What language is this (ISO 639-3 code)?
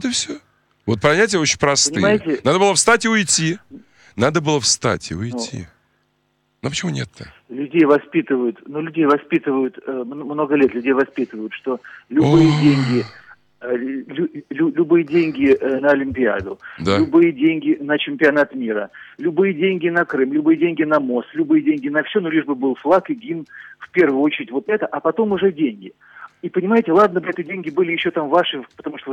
rus